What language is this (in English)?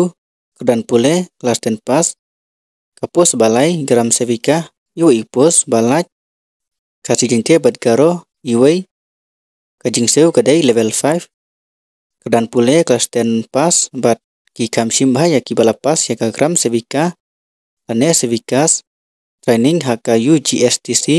Khasi